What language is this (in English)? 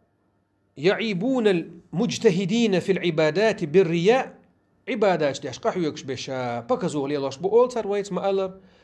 Chechen